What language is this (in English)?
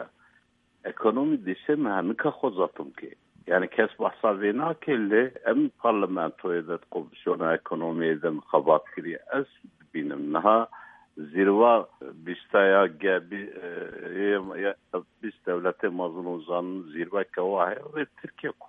Kurdish